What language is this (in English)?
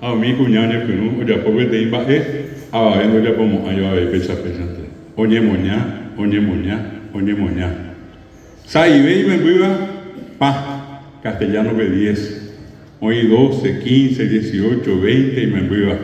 Guarani